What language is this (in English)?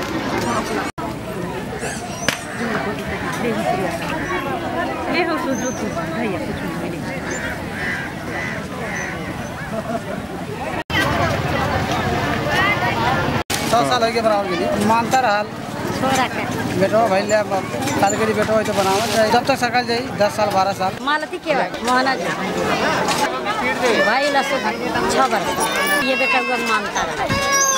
Bhojpuri